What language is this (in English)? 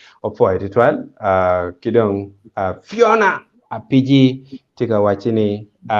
Acoli